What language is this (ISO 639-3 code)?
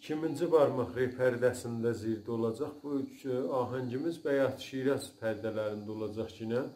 azb